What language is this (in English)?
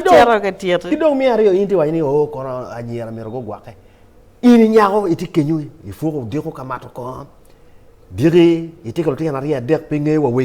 Acoli